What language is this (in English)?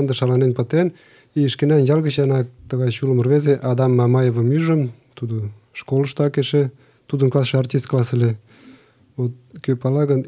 Mari